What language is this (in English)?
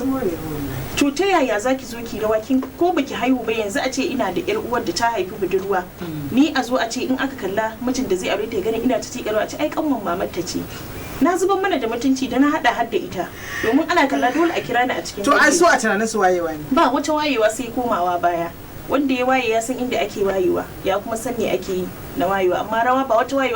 Hausa